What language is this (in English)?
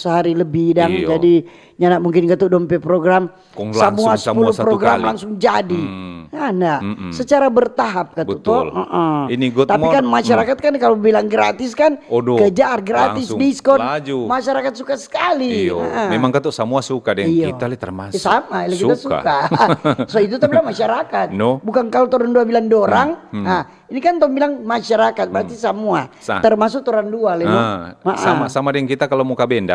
Manado Malay